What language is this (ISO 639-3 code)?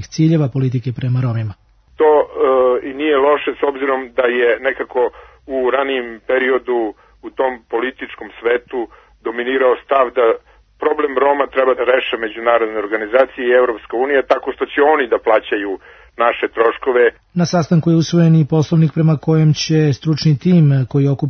srp